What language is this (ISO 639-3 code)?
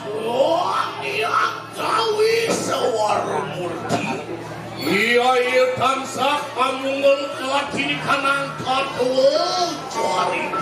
ban